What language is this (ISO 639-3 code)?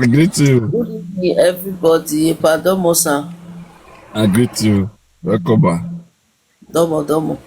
pcm